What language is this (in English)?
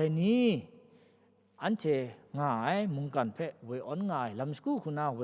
Kachin